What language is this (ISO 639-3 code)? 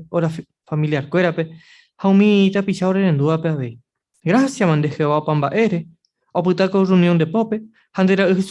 grn